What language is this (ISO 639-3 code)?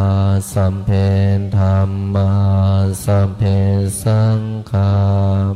pli